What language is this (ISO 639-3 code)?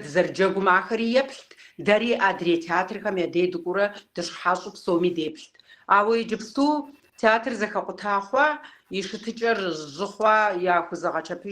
kbd